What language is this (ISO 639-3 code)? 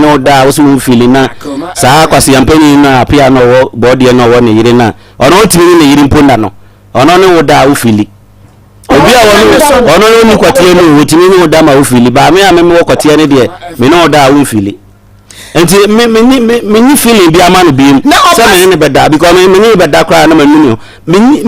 aka